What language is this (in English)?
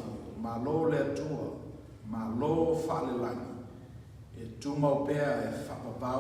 Samoan